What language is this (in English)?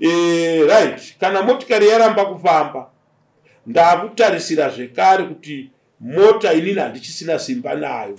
Shona